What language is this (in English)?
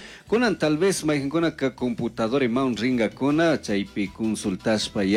Chimborazo Highland Quichua